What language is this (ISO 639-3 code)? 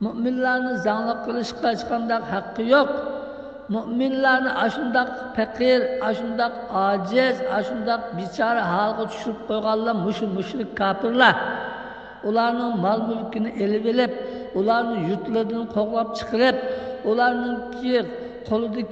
uig